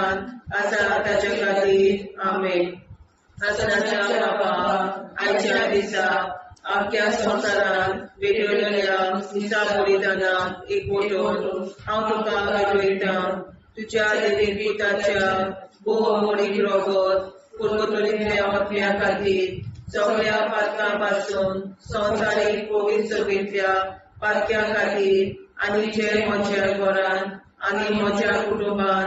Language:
Konkani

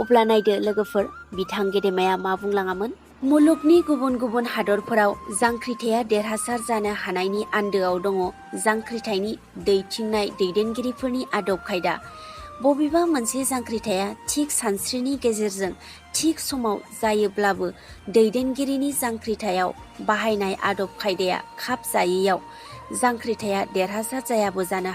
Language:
Bodo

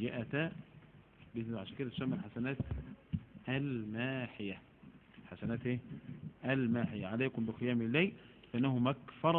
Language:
Egyptian Arabic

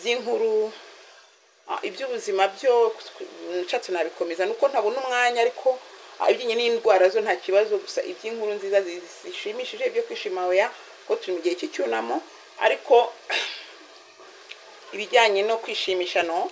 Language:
Kinyarwanda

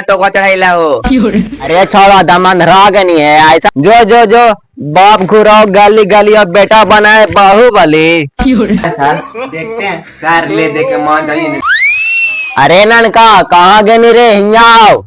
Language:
Magahi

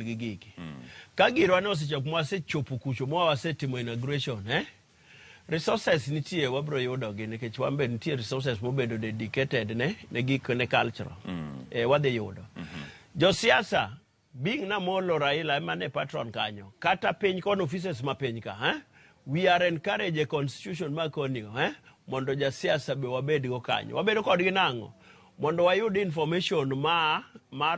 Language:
Luo (Kenya and Tanzania)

